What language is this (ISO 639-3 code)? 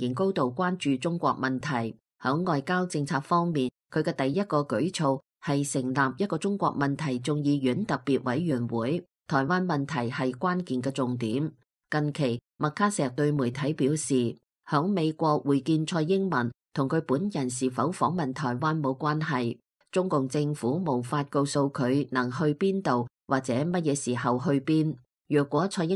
yue